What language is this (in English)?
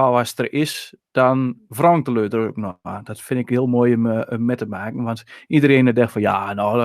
Western Frisian